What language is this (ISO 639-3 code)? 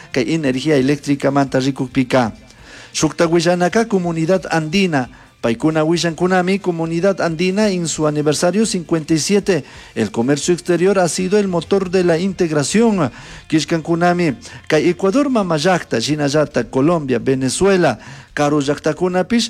qug